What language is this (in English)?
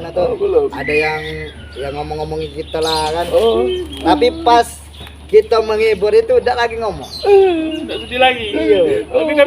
Musi